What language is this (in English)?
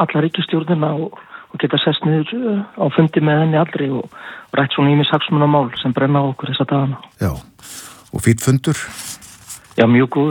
Icelandic